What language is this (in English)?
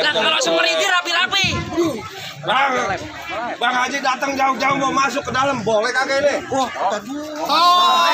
Betawi